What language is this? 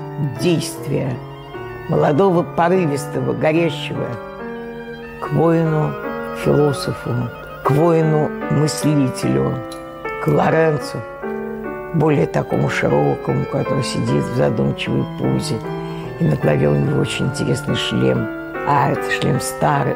Russian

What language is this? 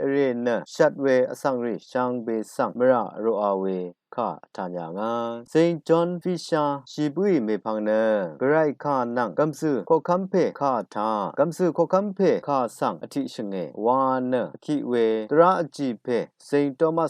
Rawang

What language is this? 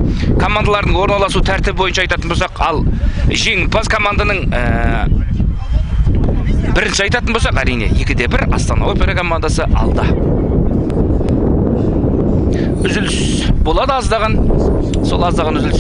Kazakh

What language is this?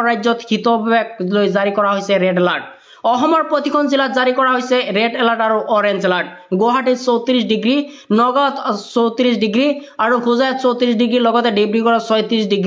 Assamese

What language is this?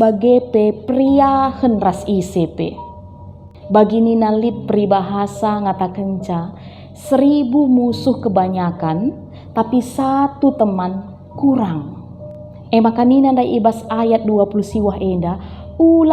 Batak Karo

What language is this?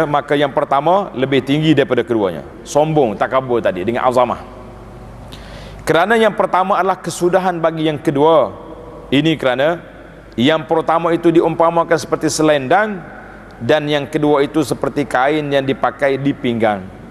Malay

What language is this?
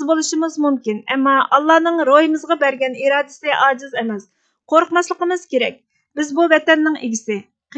Uyghur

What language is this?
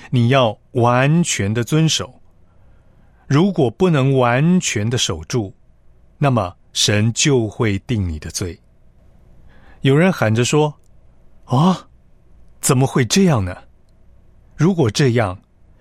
Chinese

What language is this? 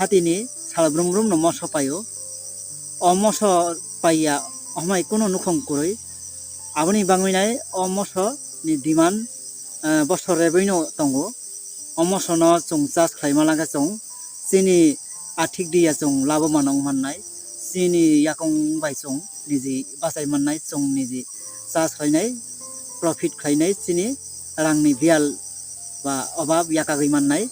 Kok Borok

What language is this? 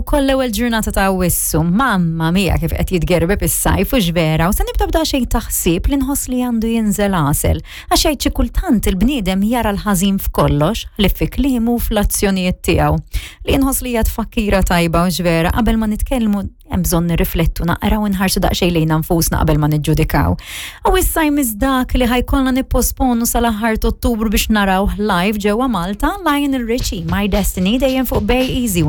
Maltese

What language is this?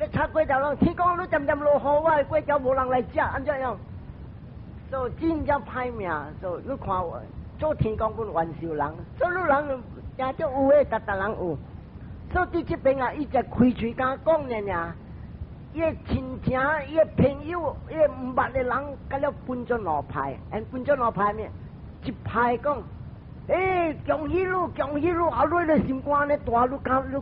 Min Nan Chinese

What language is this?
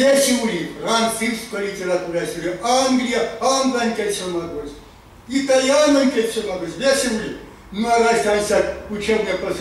Erzya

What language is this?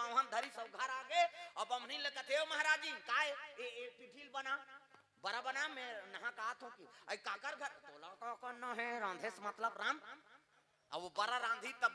Chhattisgarhi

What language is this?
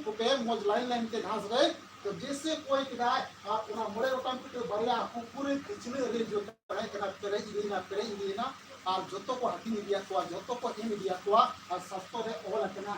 Santali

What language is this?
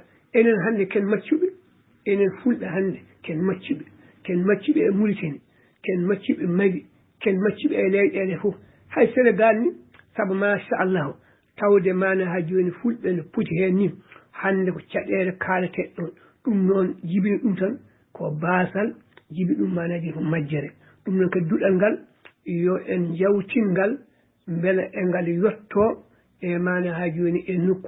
Fula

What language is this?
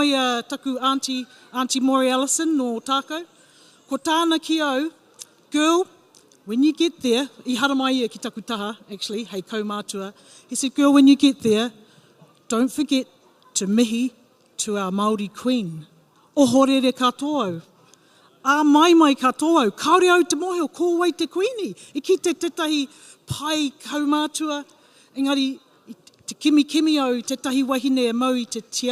Māori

